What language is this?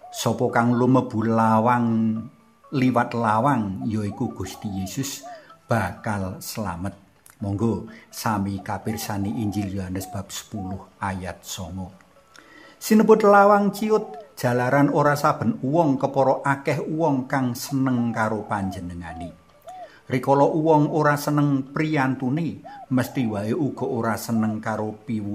Javanese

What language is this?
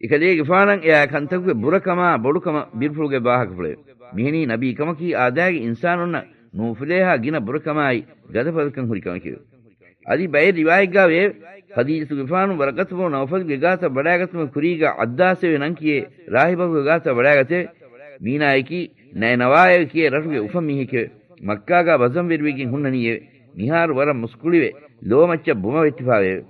Divehi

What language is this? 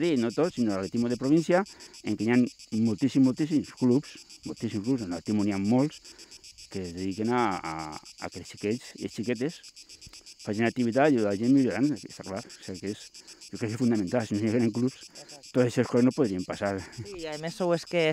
Catalan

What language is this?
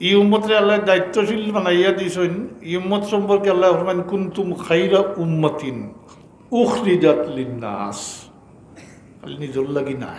Sylheti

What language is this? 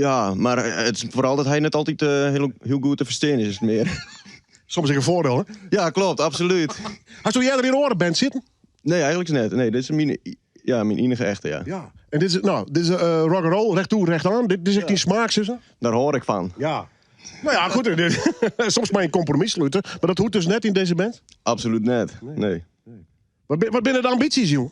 Western Frisian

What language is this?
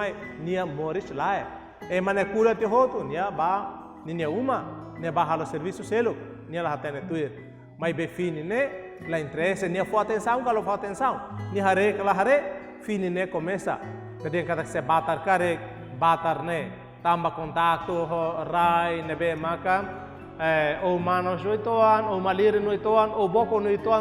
Tetum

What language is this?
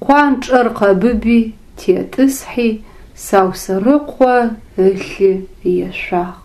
Adyghe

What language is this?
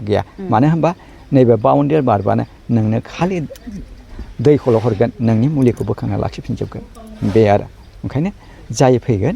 Bodo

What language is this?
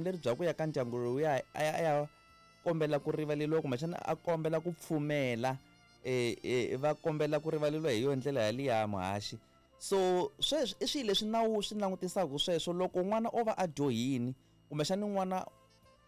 Tsonga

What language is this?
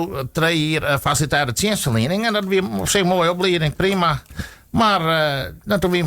Western Frisian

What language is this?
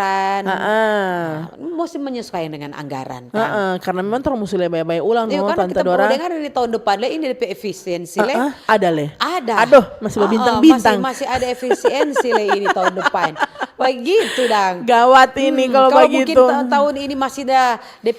Manado Malay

